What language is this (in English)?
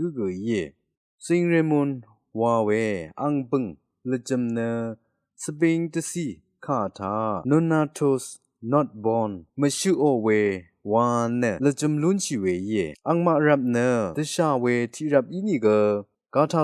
Rawang